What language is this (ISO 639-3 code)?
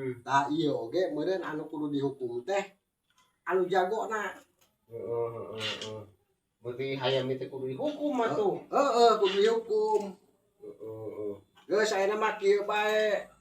sun